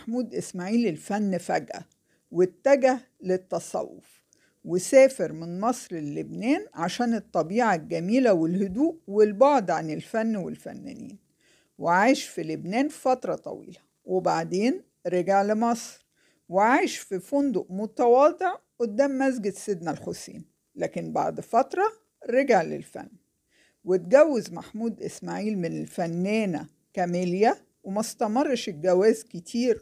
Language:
Egyptian Arabic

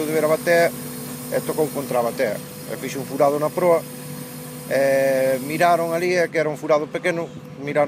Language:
Galician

